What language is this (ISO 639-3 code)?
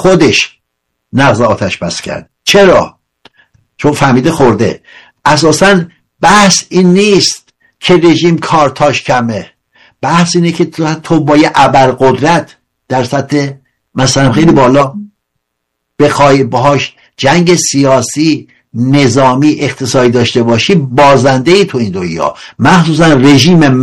fas